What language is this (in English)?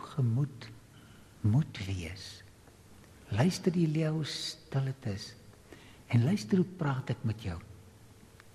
Afrikaans